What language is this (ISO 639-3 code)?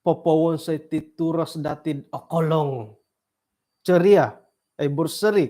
dtp